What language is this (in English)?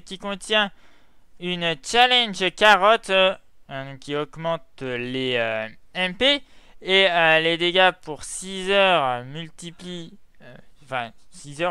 French